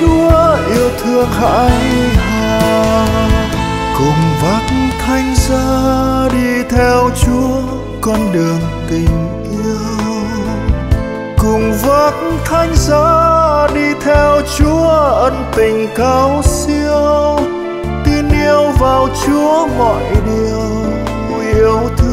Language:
Vietnamese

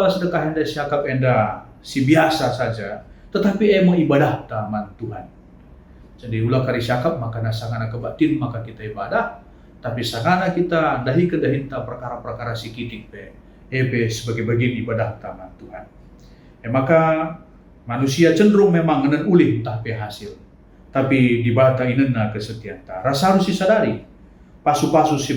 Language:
Batak Karo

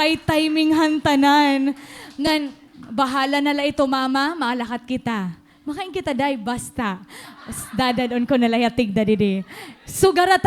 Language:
Waray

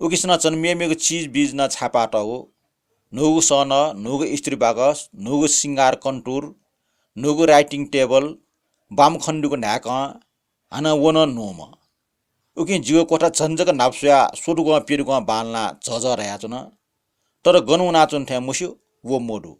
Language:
Newari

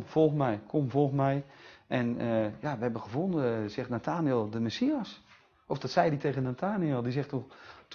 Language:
Dutch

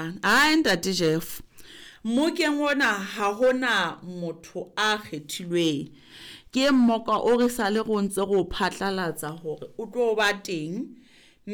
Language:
Southern Sotho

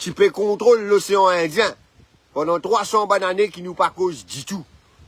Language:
Morisyen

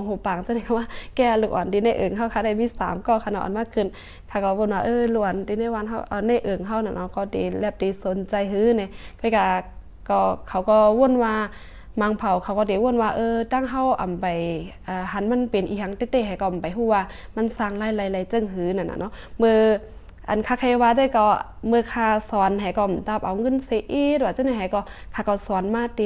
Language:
Shan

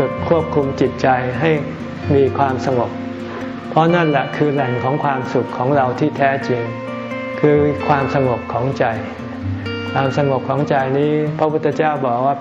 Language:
Thai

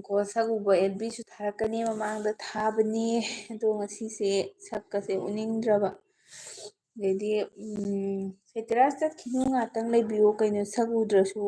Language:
Manipuri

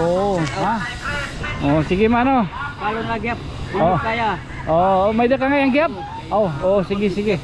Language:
Waray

